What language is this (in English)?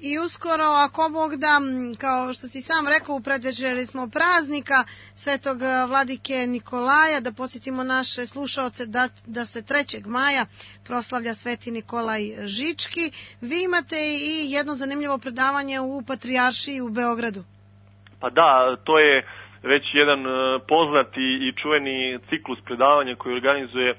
Serbian